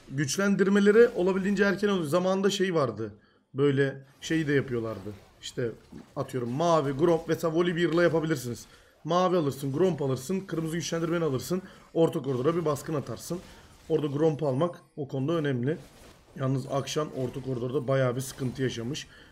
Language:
Turkish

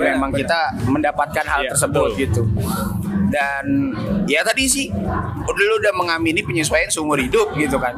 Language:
Indonesian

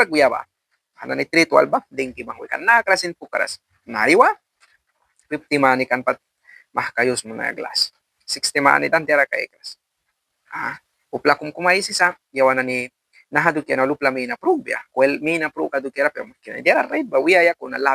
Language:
Mískito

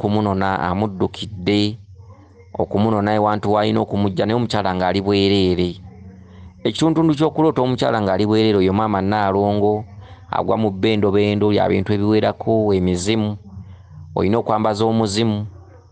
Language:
Ganda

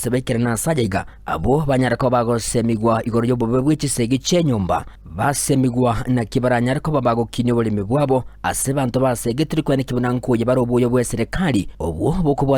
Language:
Gusii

